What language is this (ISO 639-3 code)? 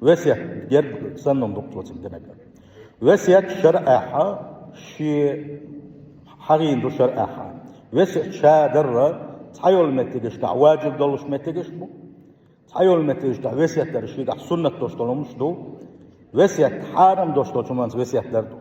che